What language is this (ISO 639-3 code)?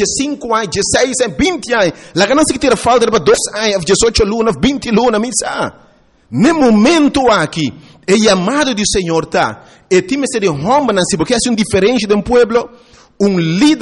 pap